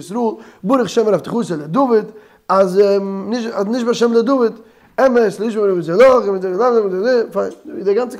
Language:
Yiddish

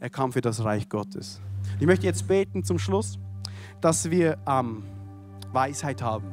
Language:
Swiss German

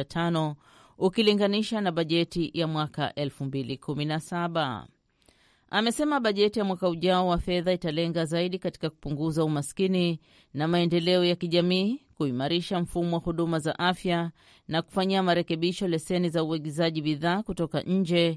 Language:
Swahili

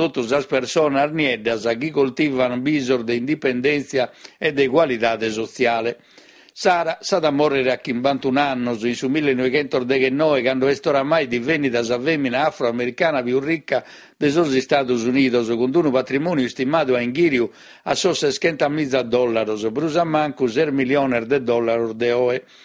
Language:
Sardinian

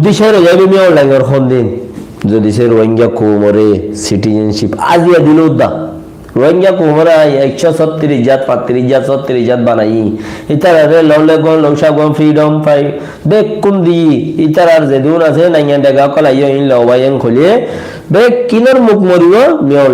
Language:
Rohingya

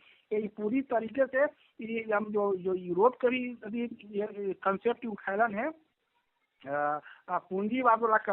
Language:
Magahi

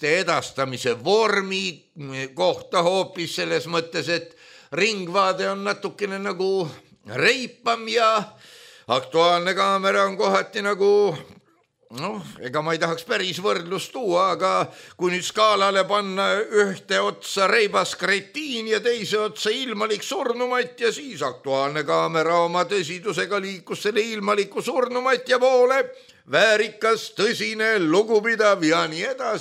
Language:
Estonian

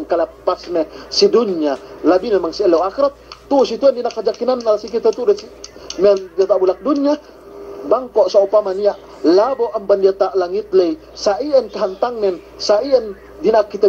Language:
Yakan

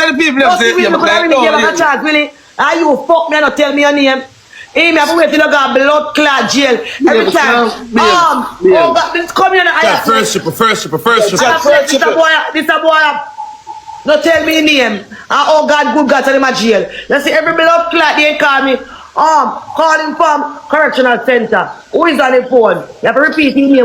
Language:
Jamaican Creole English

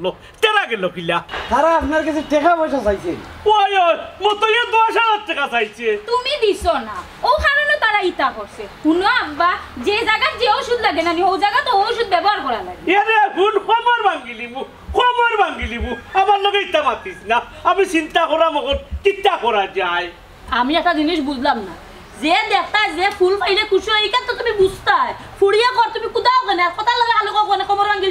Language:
Sylheti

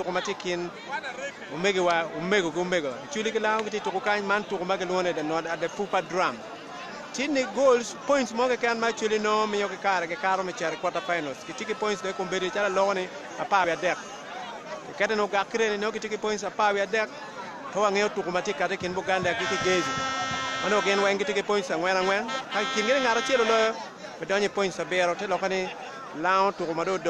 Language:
Acoli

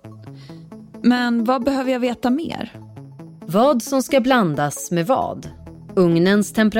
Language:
Swedish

